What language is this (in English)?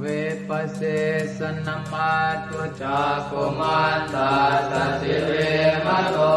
Pali